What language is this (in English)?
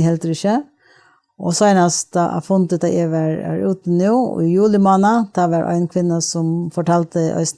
Faroese